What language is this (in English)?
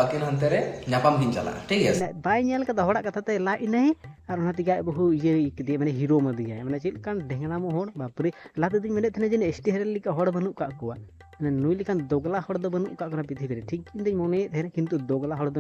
Santali